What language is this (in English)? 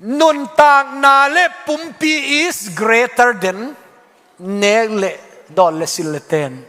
Tedim Chin